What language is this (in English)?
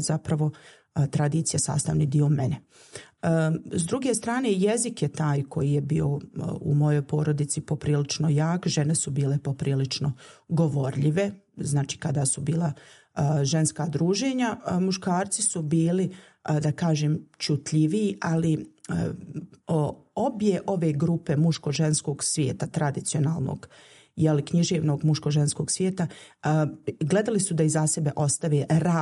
Bosnian